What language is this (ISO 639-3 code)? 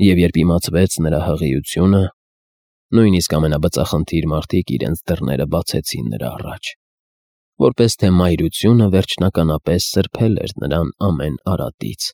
hye